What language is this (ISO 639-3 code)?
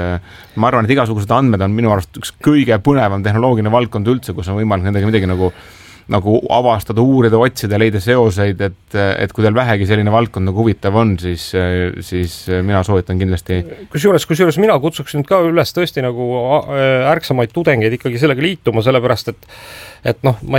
est